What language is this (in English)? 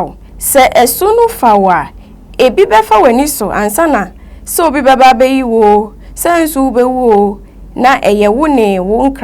Akan